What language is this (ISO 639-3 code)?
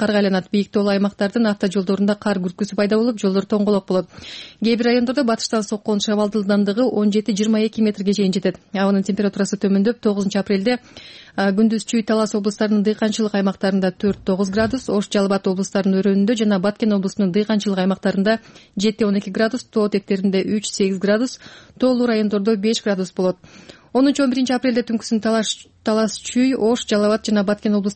kir